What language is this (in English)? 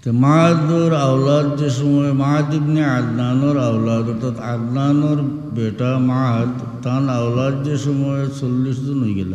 Sylheti